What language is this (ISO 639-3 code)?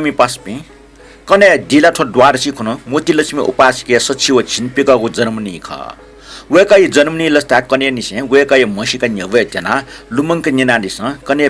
new